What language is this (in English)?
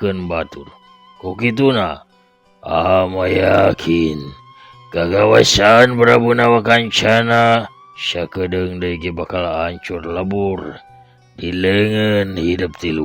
Sundanese